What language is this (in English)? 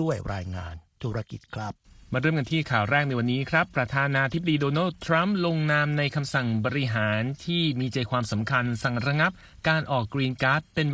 Thai